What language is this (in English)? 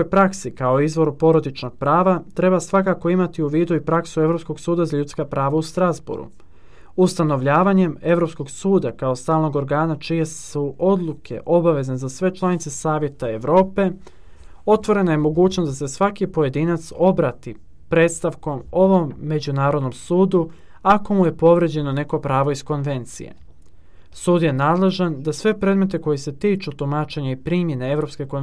Serbian